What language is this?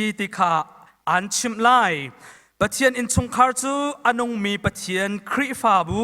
Hakha Chin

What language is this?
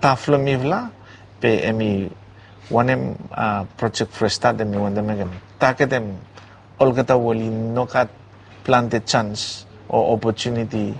Bislama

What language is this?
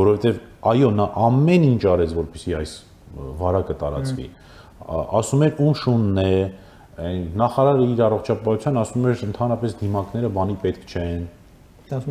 Armenian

